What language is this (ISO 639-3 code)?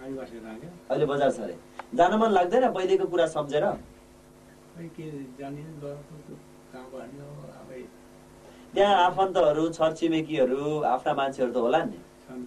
nep